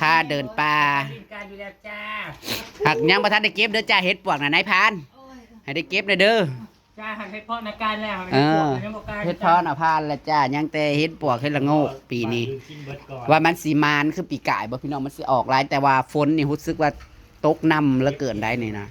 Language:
Northeastern Thai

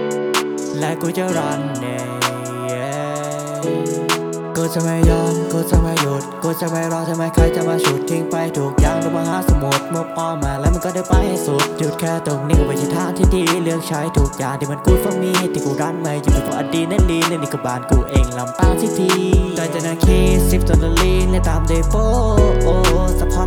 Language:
Thai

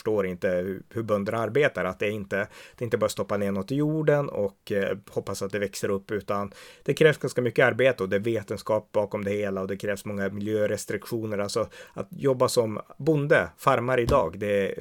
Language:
Swedish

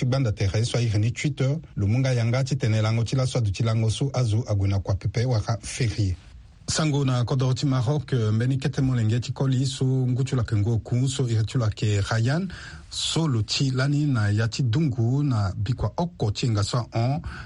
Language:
Sango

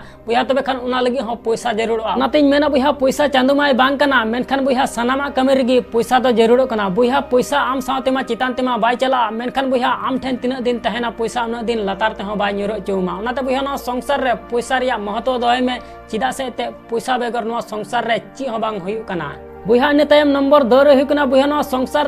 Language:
Santali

